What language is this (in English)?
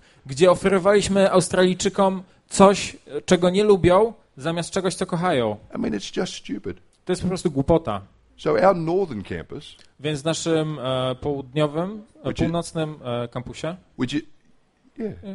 Polish